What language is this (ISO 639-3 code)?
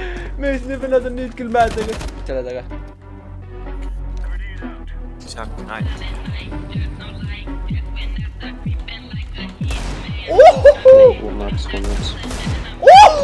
est